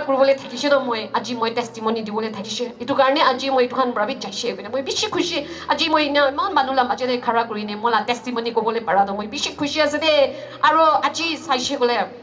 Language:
Naga Pidgin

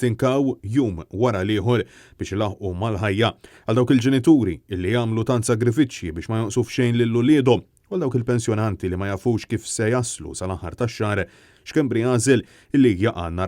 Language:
Maltese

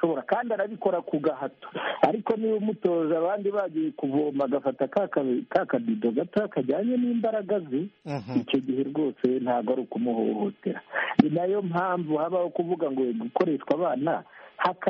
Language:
Kinyarwanda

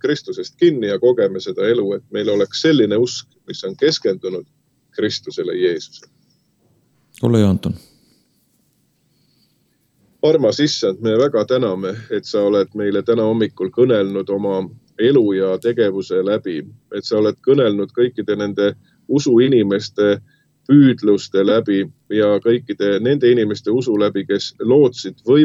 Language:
Estonian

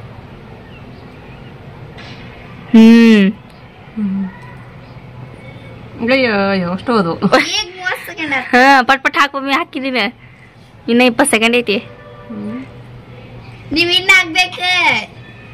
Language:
Kannada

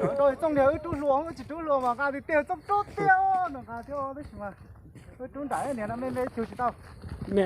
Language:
Hmong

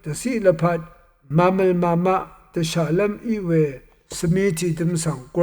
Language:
Rawang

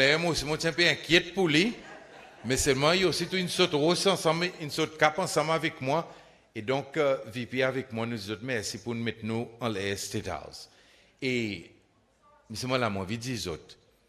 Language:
Seselwa Creole French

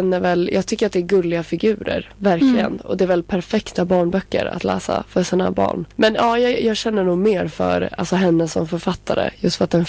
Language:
Swedish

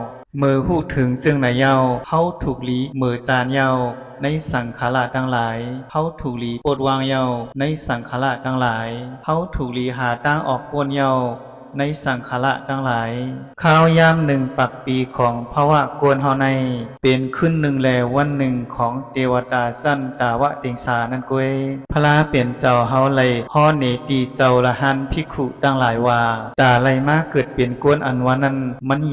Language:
Shan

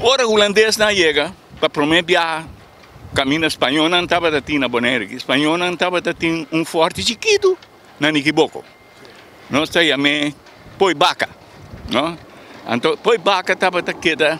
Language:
Papiamento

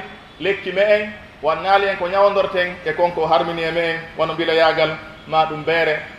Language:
Pular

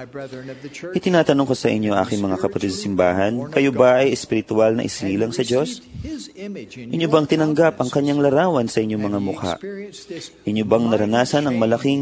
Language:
Filipino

